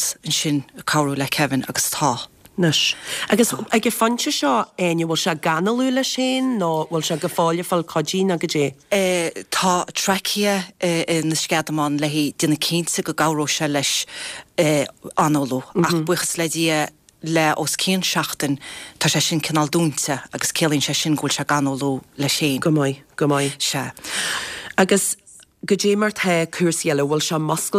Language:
Irish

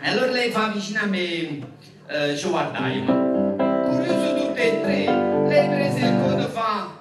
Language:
Neapolitan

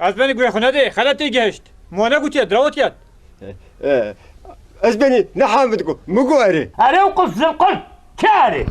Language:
Kurdish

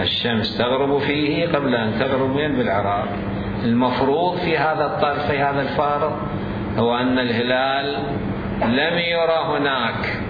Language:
Mesopotamian Arabic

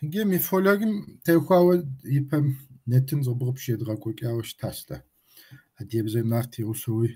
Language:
Kabardian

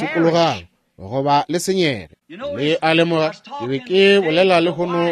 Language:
Northern Sotho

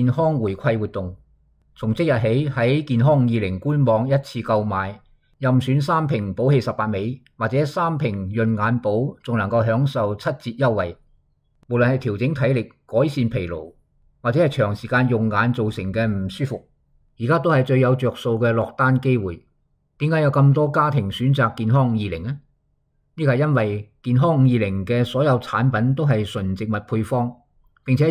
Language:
Cantonese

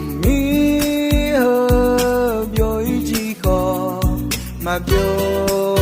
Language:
Akha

